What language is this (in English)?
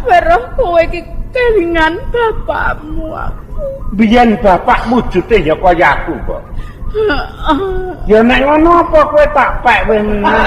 Javanese